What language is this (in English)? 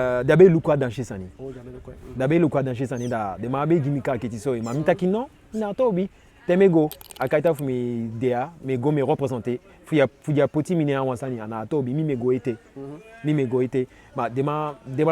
Eastern Maroon Creole